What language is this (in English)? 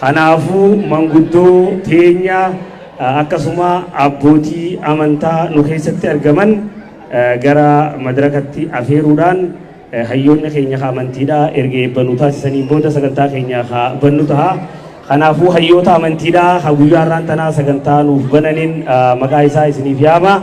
Oromo